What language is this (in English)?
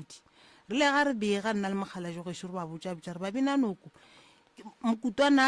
Northern Sotho